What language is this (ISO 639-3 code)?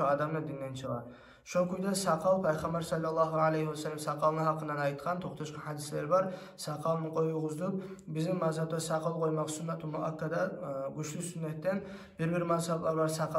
kum